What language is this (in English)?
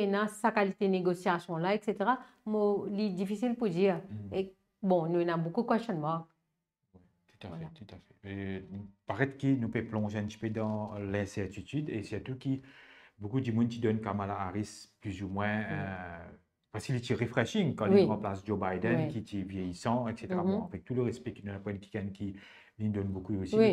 Morisyen